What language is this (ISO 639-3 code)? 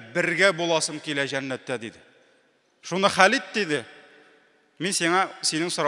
tat